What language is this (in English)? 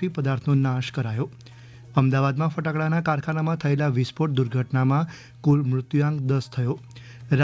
Gujarati